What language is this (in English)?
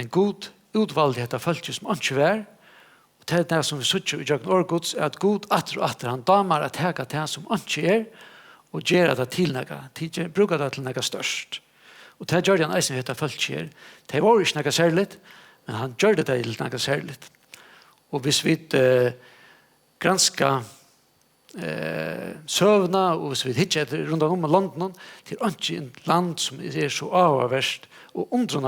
Faroese